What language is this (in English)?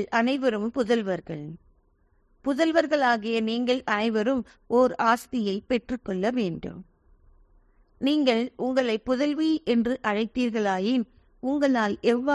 Tamil